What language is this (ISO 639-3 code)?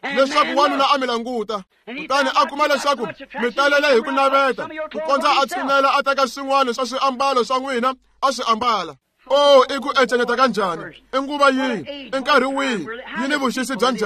tso